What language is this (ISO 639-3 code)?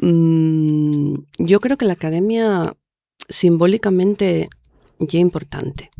ast